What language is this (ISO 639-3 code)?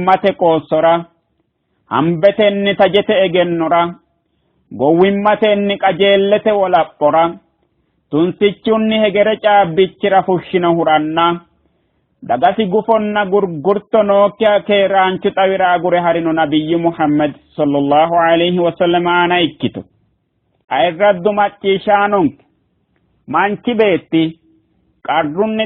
sid